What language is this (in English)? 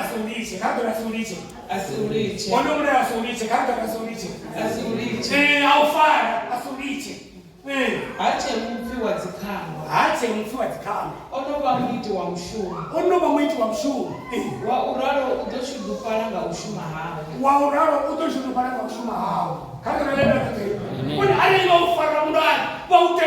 Venda